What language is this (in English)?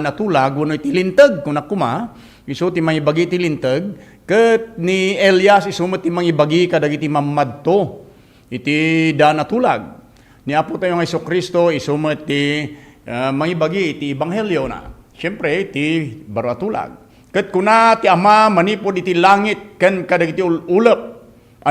Iloko